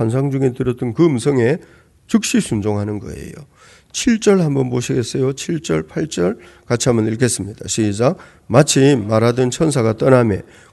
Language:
Korean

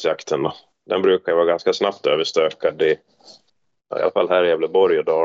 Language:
Swedish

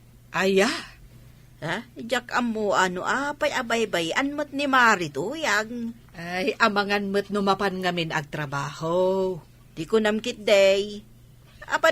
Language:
Iloko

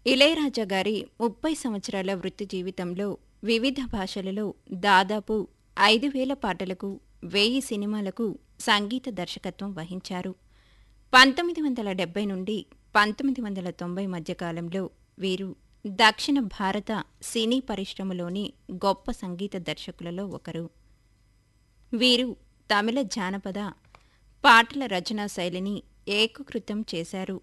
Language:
Telugu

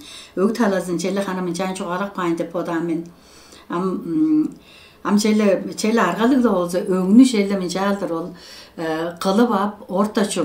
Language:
Tuvinian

